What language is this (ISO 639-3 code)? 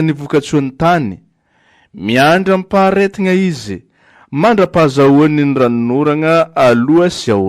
mlg